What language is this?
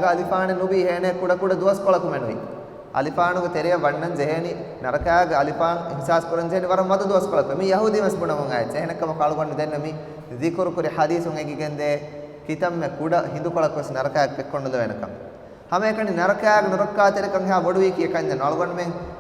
Divehi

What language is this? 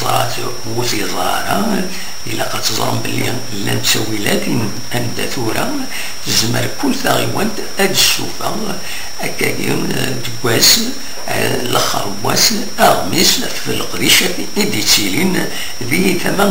Kabyle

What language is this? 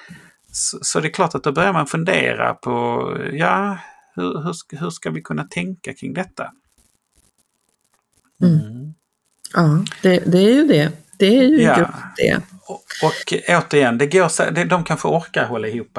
Swedish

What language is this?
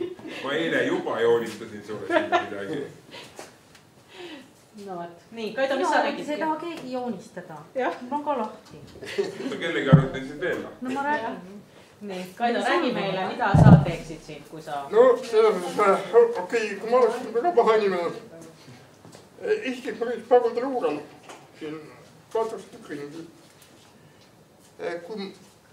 Estonian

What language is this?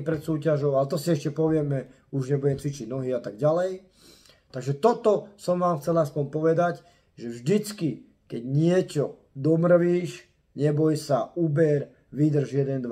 Slovak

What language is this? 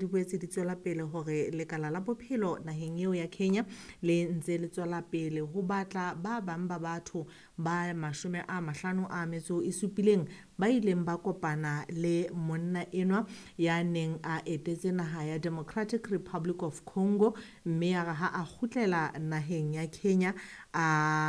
Southern Sotho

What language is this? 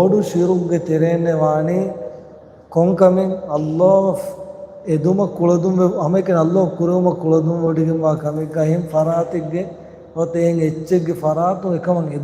Divehi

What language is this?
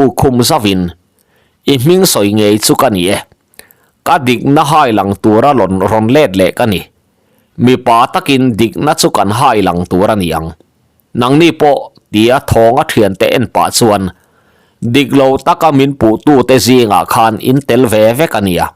Mizo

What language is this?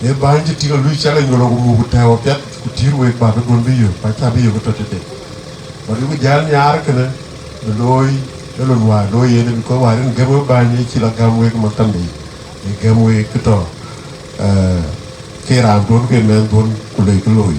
Dinka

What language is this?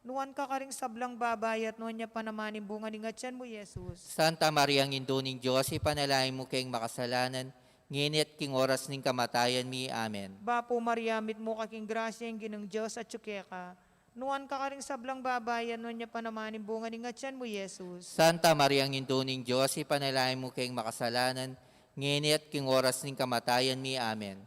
Pampanga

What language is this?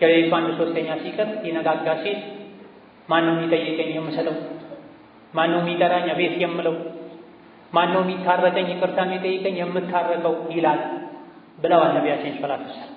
Amharic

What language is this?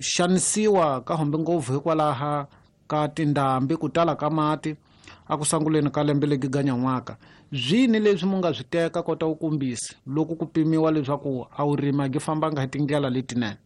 Tsonga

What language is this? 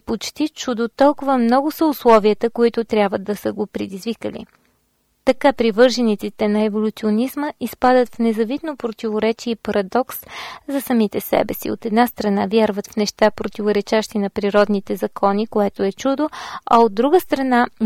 Bulgarian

